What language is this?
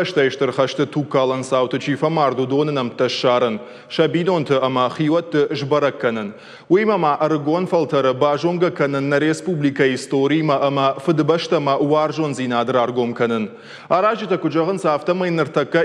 Ossetic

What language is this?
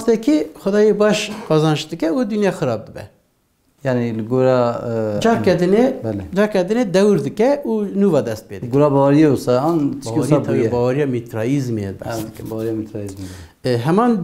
Kurdish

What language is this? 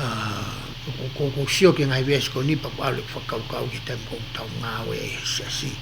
Tongan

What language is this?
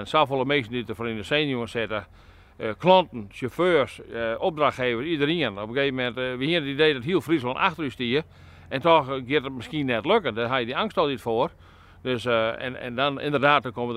Western Frisian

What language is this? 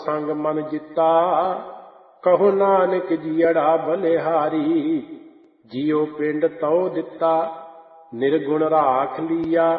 Punjabi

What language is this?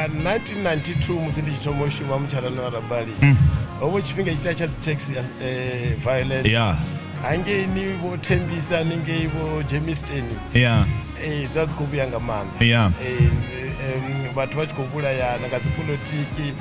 Venda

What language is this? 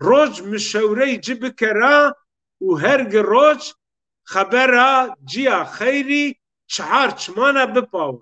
Zaza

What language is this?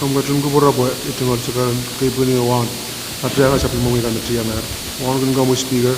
Pohnpeian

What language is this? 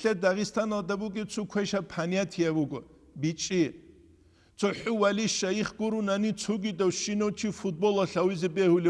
Avaric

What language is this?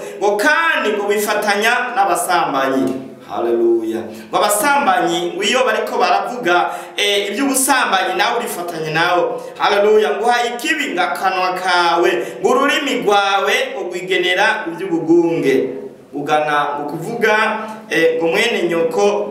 Rundi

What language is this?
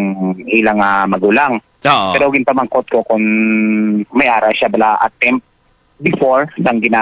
Hiligaynon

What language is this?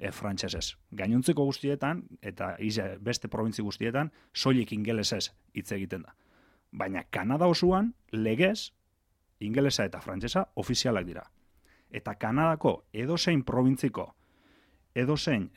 Basque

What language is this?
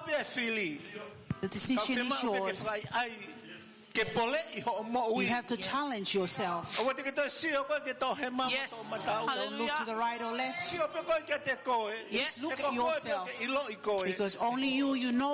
Tongan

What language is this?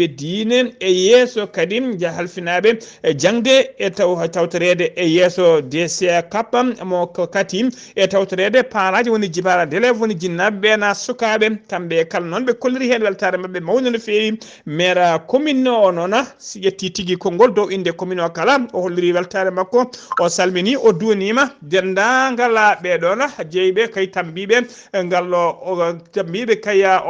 Fula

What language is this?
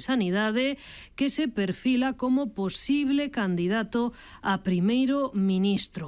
Galician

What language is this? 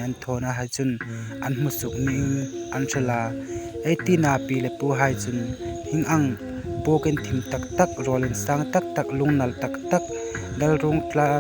Hmar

